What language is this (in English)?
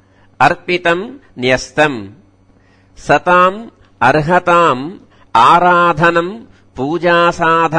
Sanskrit